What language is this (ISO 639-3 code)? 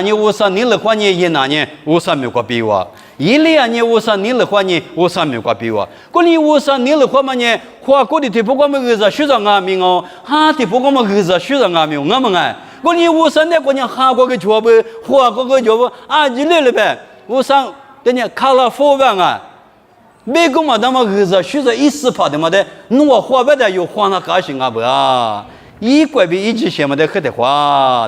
lis